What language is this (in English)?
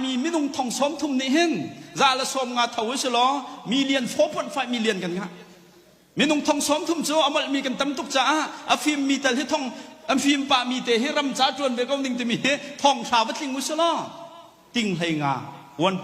Hakha Chin